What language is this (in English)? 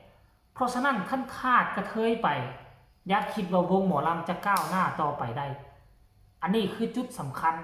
Lao